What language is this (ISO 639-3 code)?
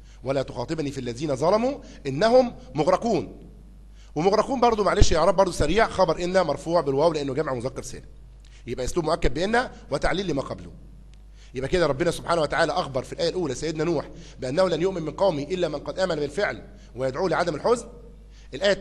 arz